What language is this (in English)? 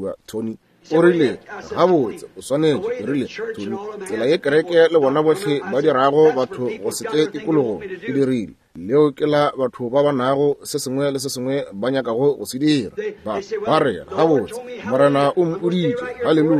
Northern Sotho